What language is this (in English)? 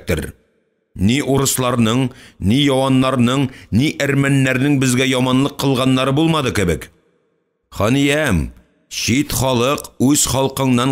Tatar